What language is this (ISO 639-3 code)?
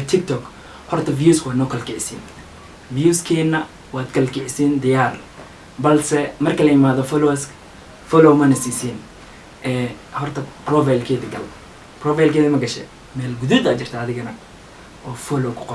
som